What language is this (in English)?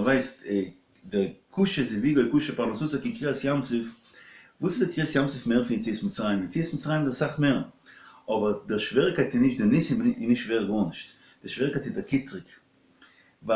Yiddish